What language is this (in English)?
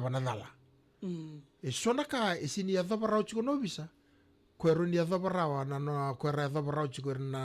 Fijian